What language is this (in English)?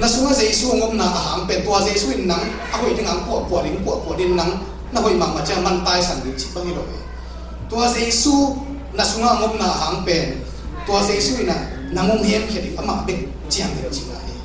Tedim Chin